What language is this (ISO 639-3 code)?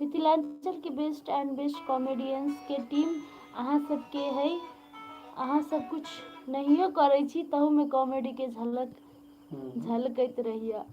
mai